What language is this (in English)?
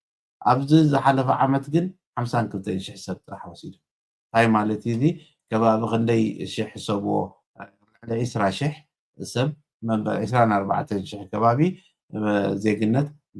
Tigrinya